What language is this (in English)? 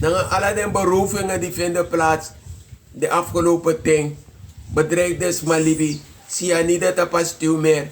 Sranan Tongo